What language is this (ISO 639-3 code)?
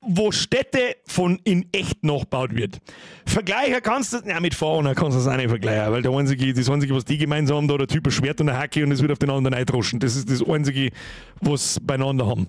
bar